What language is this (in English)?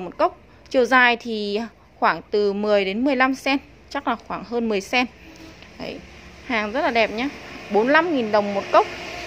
Vietnamese